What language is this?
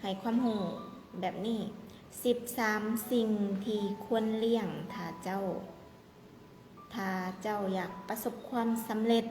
Lao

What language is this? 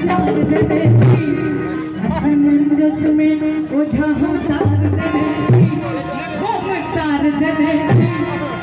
Maithili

